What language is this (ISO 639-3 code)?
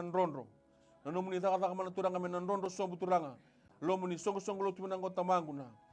fij